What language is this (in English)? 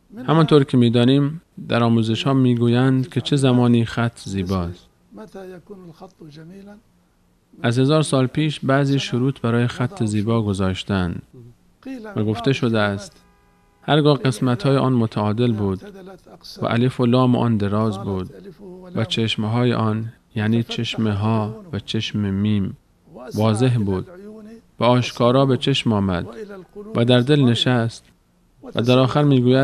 Persian